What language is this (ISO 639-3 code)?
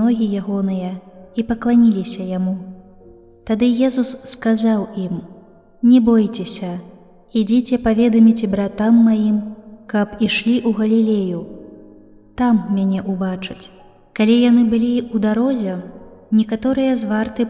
bel